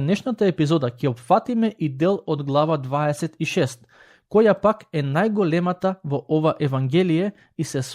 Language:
Macedonian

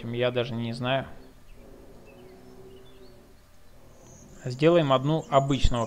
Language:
Russian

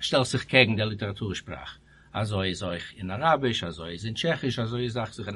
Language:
Yiddish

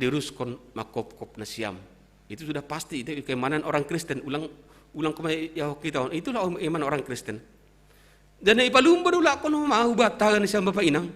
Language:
Batak Simalungun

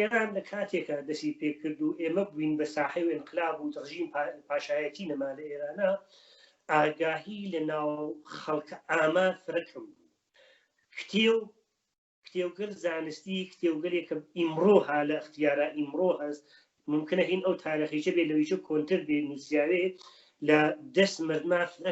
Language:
Central Kurdish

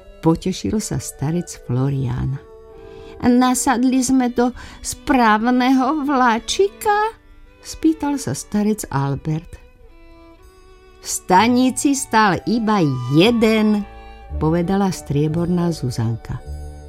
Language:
Slovak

